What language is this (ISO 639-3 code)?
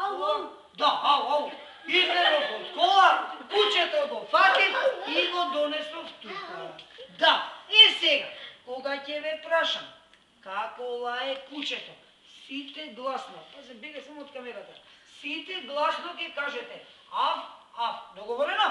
mkd